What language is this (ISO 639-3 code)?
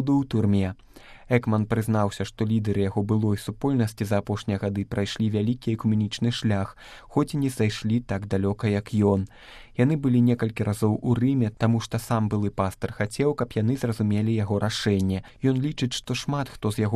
bel